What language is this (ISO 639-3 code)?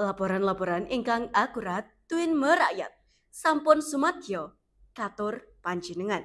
jav